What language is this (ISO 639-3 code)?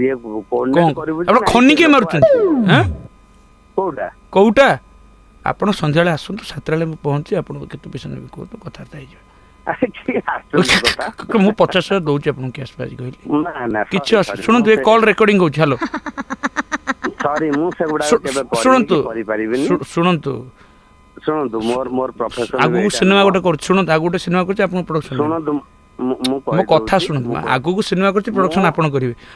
ori